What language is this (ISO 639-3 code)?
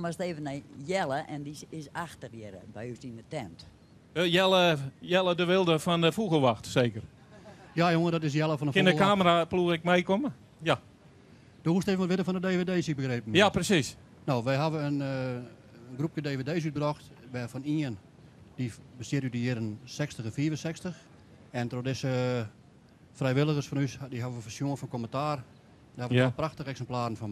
fry